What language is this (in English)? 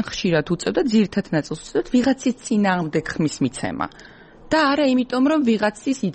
Georgian